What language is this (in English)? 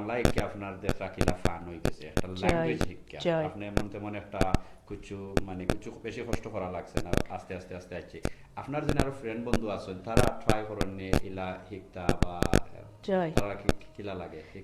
Sylheti